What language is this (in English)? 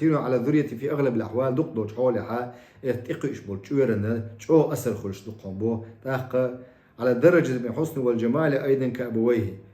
Chechen